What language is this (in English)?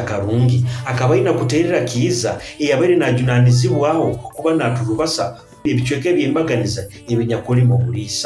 Nyoro